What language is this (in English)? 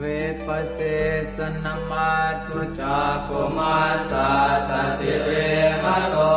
Pali